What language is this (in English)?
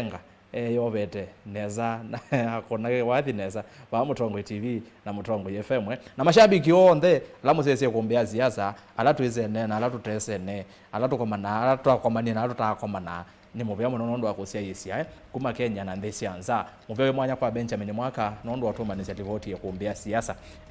Kamba